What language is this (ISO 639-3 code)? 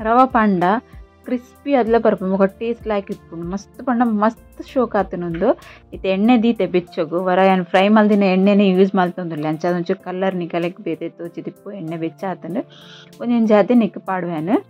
tcy